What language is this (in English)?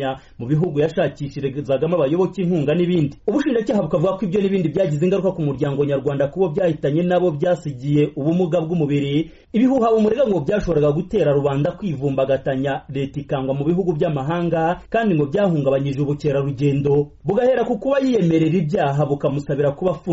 Kinyarwanda